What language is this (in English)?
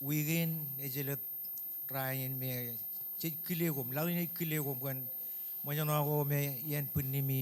Marshallese